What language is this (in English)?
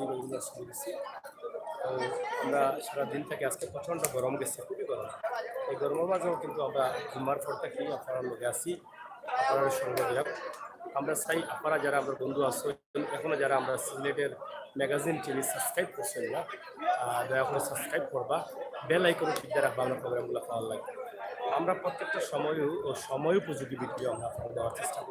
Sylheti